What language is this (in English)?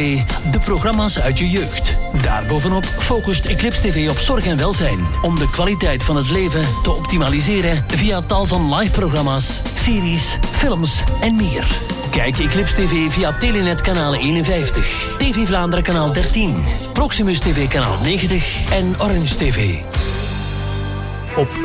Dutch